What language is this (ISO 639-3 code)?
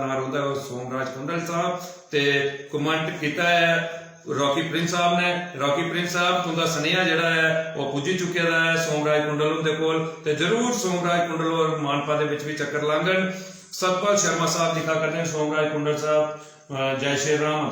doi